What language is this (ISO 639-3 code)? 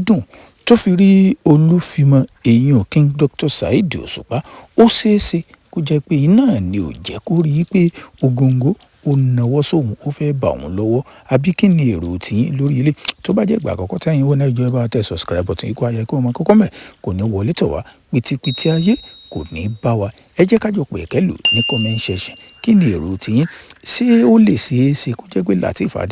yor